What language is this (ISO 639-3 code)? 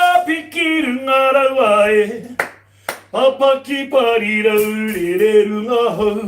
mri